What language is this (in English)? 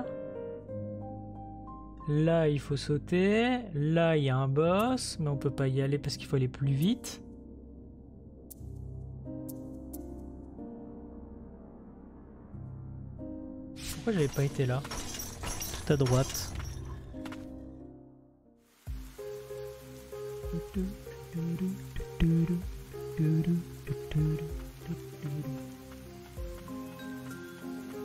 French